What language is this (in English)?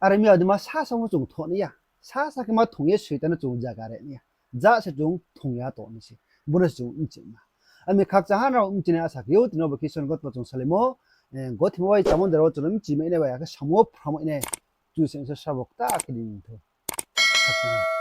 Riang (India)